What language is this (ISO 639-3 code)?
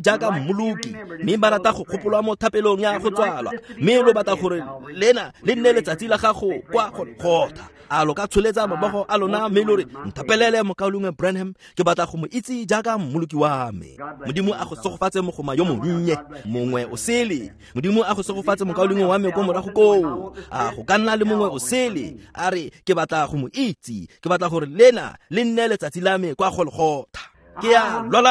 tsn